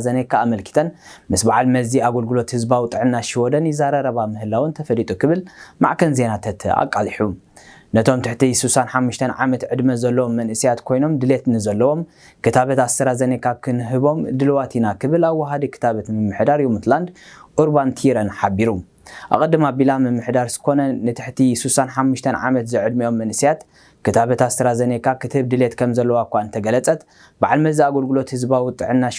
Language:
Tigrinya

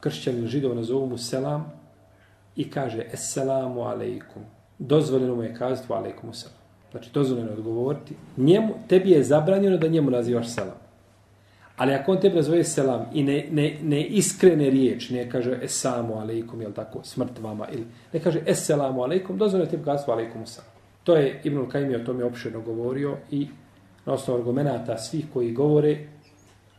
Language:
Bosnian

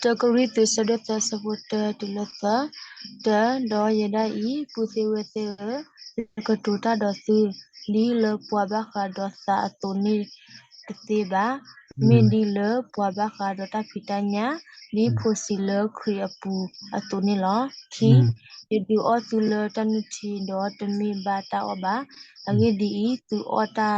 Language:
S'gaw Karen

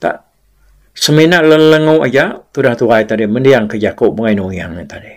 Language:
Iban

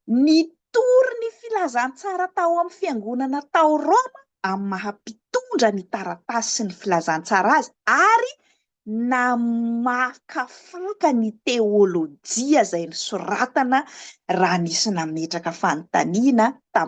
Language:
Malagasy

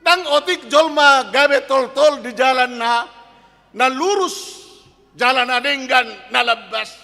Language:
Batak Toba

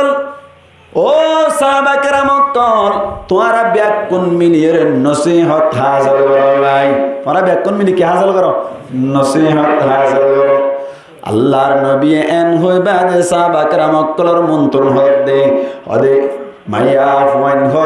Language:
Rohingya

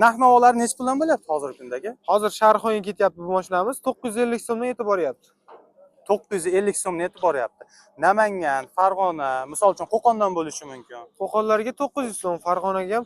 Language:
Uzbek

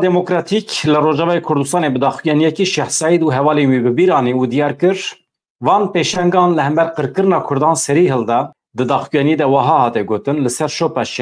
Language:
Kurdish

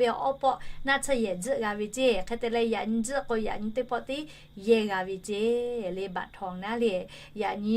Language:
Lahu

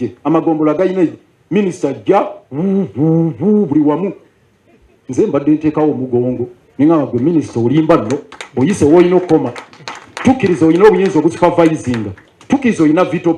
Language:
Ganda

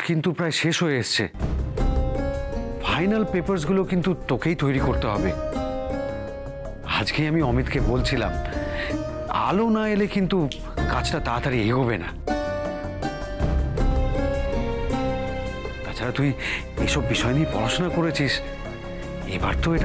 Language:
Bangla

